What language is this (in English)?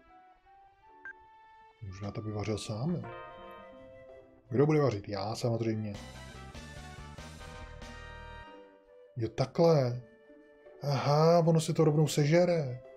Czech